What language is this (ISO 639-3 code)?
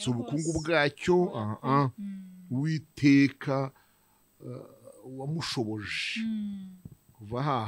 kin